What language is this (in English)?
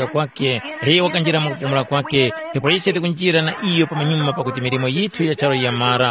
Tumbuka